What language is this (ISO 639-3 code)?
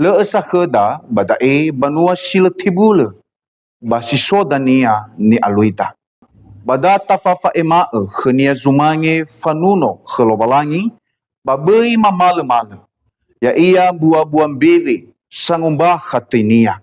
nia